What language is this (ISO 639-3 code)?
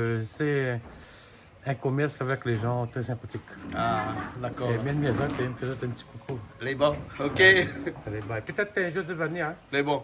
rcf